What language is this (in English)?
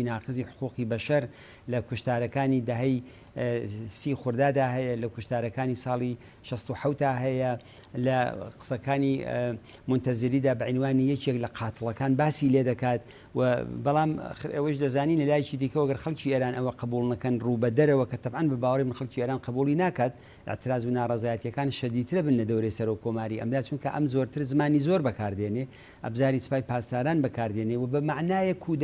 Central Kurdish